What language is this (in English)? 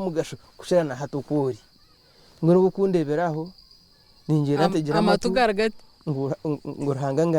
Nyankole